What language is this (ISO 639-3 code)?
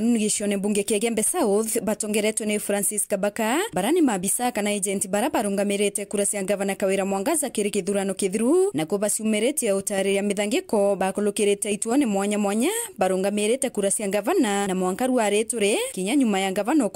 mer